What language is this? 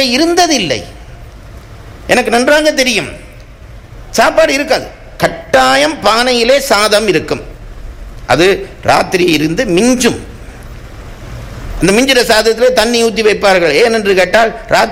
Tamil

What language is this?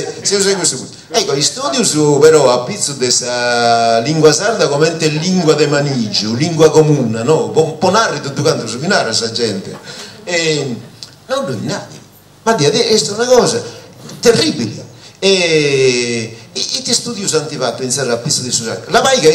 Sardinian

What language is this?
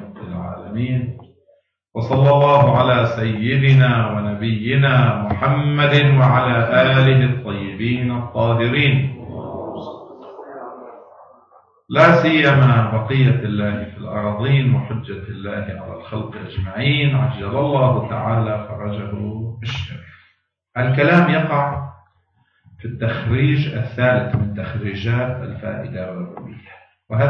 Arabic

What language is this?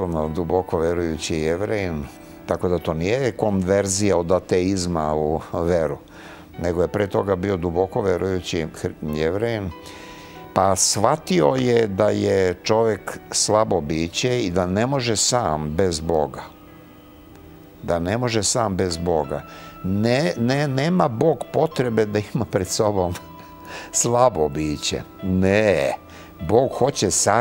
Serbian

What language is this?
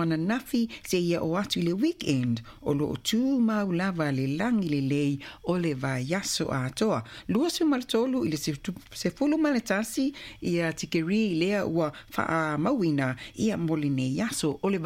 Samoan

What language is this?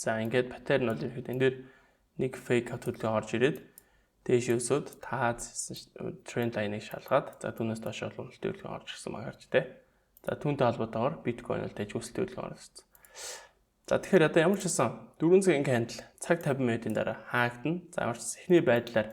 Mongolian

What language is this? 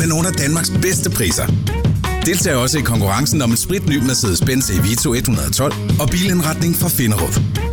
Danish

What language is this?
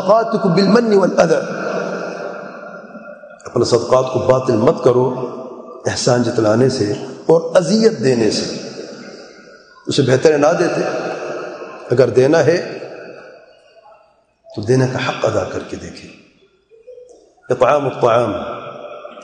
Urdu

